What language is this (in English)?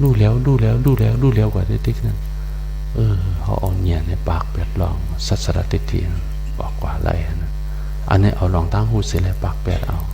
Shan